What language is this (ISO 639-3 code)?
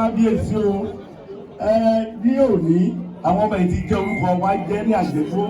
yor